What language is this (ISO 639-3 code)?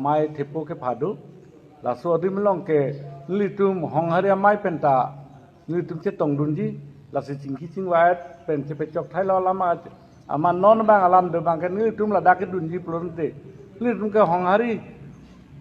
mjw